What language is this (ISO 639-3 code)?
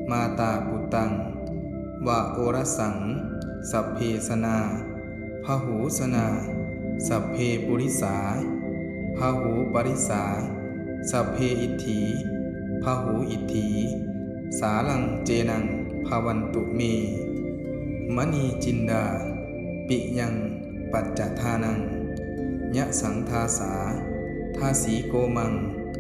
pli